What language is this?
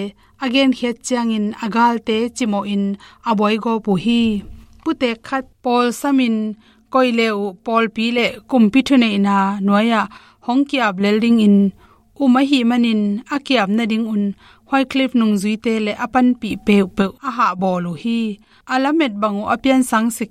Tedim Chin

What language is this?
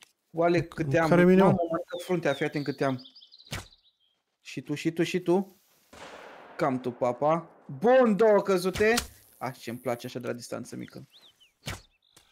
Romanian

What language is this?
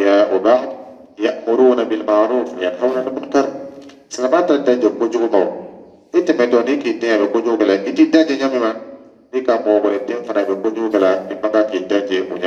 Dyula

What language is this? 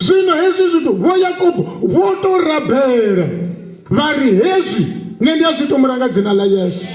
Venda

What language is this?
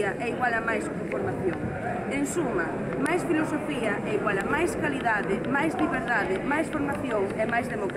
Galician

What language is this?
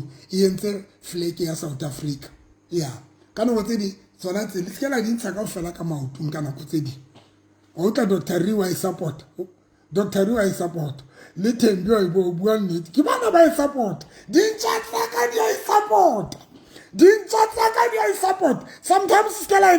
Southern Sotho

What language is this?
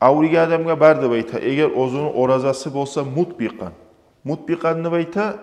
Kumyk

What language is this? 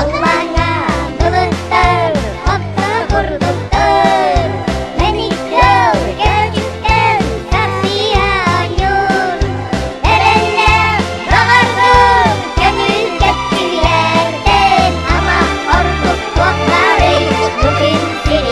Yakut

